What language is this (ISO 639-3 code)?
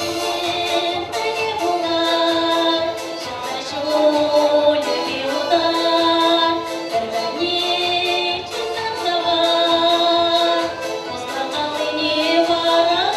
chv